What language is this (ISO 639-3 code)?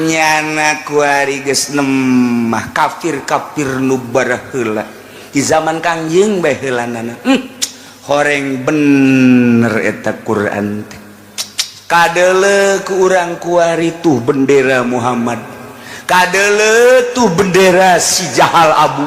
sun